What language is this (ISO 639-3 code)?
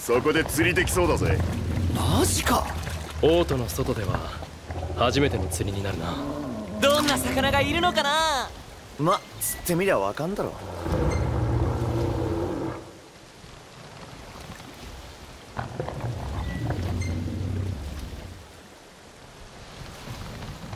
jpn